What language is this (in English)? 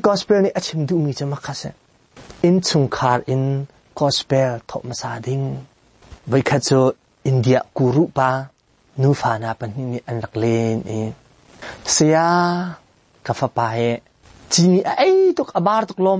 Hakha Chin